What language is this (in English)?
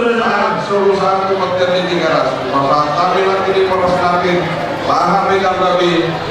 Batak Toba